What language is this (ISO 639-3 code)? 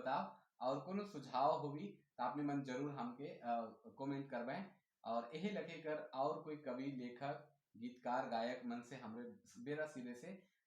sck